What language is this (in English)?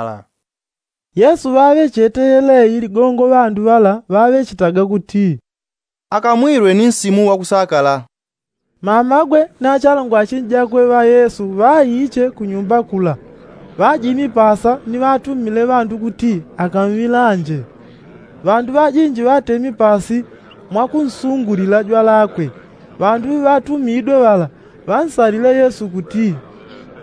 Yao